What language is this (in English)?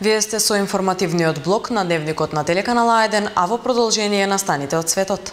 Macedonian